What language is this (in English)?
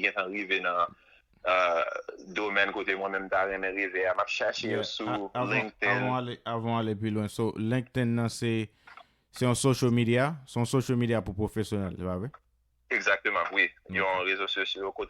Haitian Creole